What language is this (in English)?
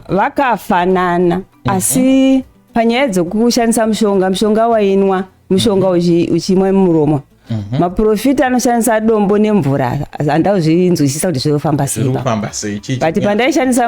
Shona